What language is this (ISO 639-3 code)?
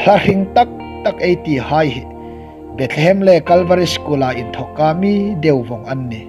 hmr